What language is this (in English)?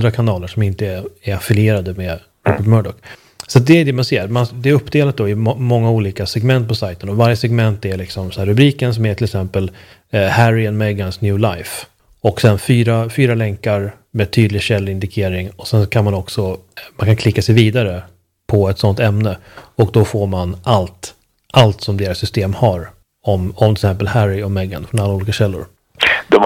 Swedish